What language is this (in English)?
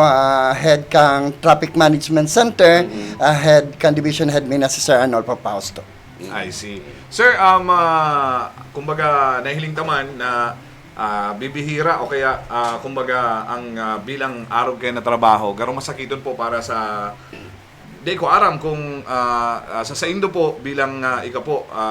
Bikol